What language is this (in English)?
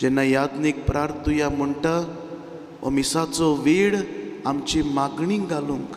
Konkani